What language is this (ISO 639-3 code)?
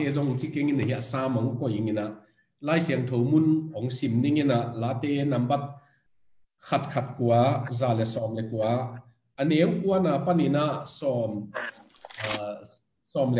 ctd